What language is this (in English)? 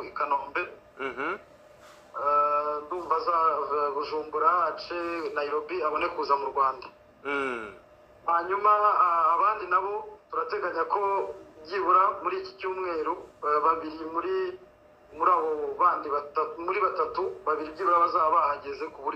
Kinyarwanda